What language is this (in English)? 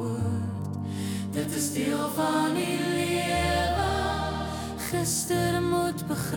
Afrikaans